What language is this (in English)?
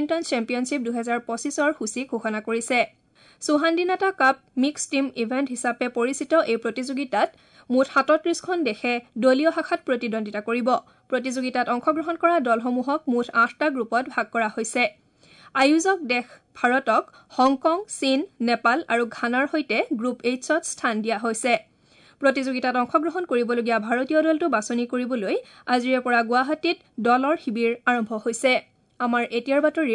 Assamese